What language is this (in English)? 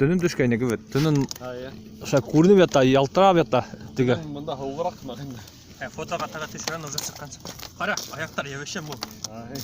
Bashkir